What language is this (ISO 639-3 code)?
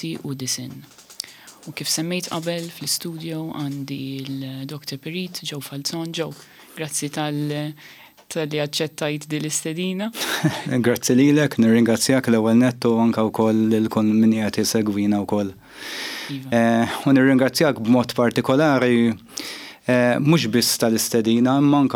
mlt